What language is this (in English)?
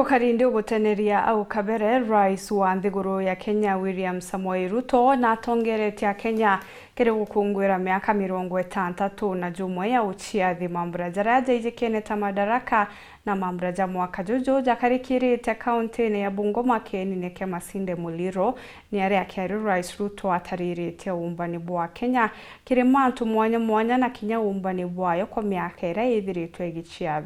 Meru